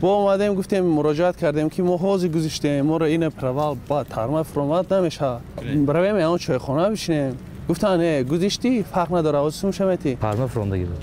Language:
Tajik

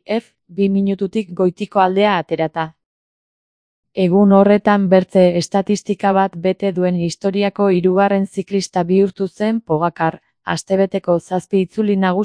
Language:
Basque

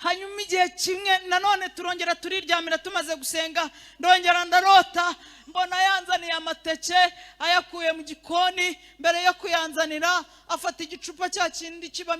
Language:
Kinyarwanda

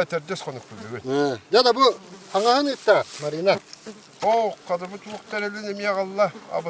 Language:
Yakut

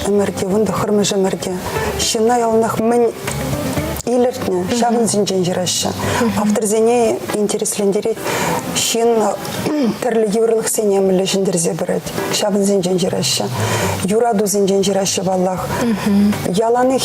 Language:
Chuvash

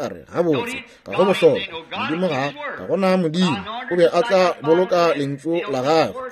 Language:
Northern Sotho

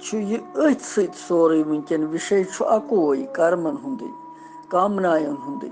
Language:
Kashmiri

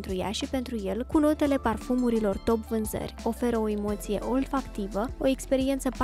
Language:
Romanian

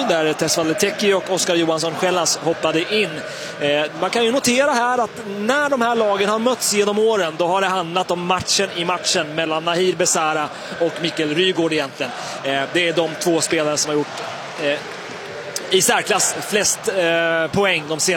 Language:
Swedish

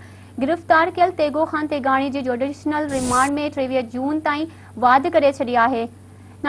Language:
Sindhi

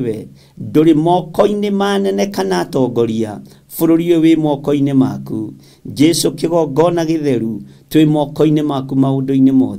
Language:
Kikuyu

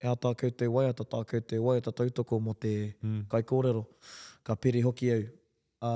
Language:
Māori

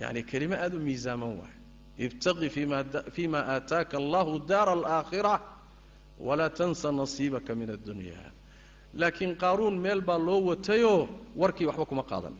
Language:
Somali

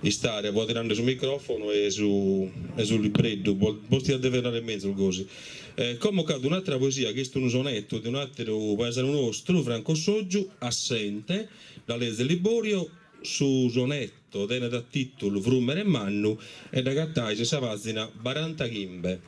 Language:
Sardinian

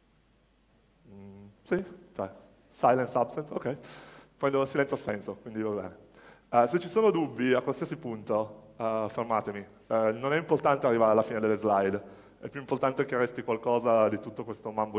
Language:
Italian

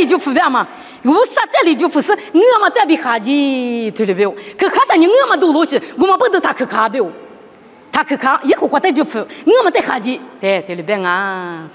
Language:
Lisu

